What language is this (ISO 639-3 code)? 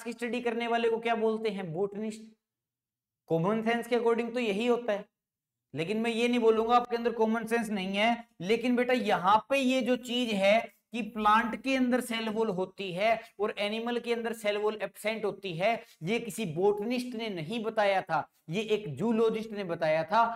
hin